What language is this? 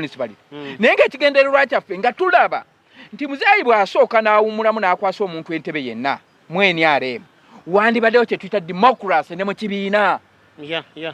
Ganda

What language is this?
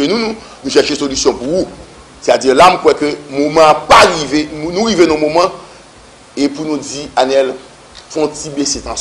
Haitian Creole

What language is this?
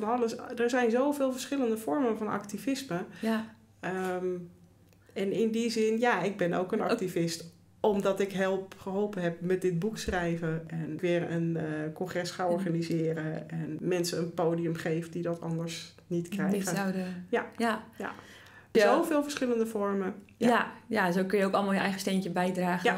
Dutch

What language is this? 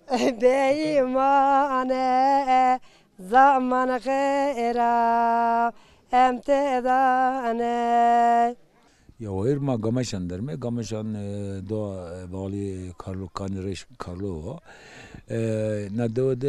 Zaza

